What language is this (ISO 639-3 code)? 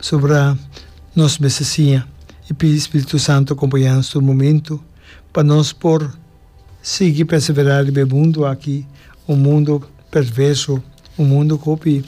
pap